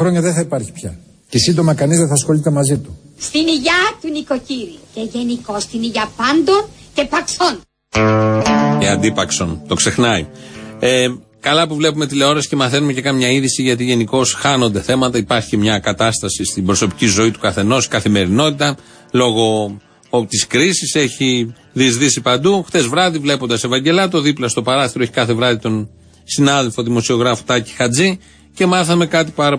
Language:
Greek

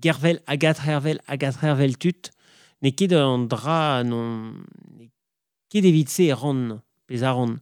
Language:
Breton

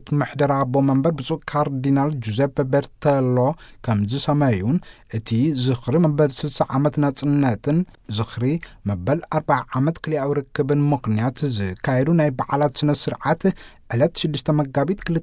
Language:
Tigrinya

